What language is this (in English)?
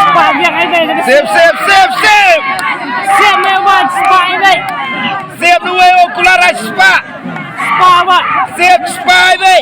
Khasi